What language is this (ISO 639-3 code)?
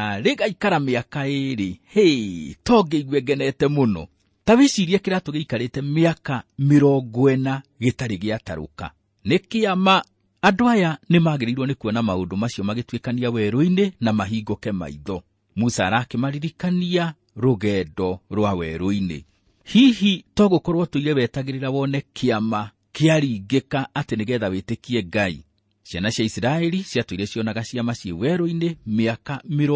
kik